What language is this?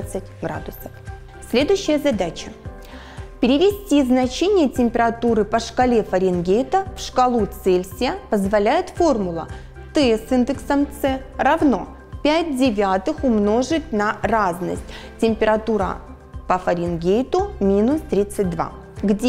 Russian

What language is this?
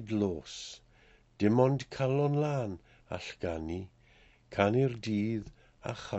Welsh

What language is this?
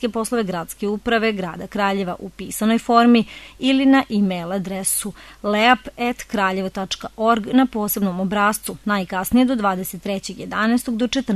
Serbian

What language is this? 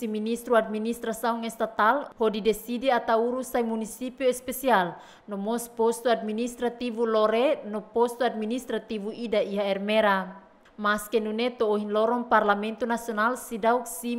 Tetum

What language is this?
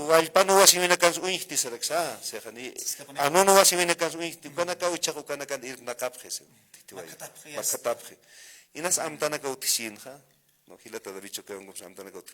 Aymara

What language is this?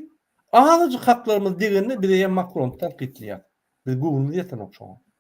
Turkmen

